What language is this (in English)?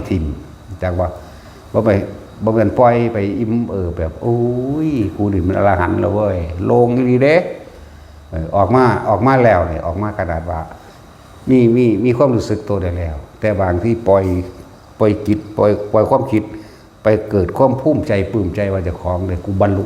Lao